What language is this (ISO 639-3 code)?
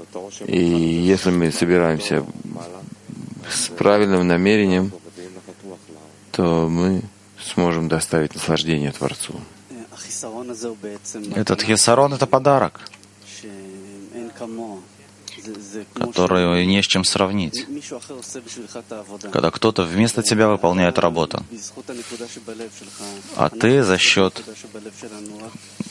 rus